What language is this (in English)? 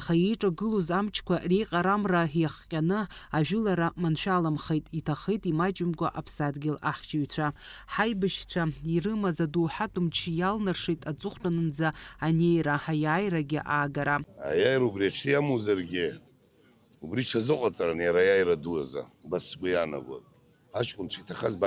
Abkhazian